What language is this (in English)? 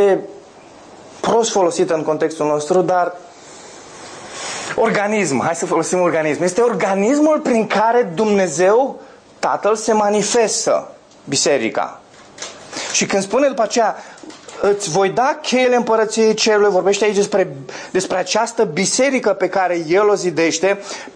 Romanian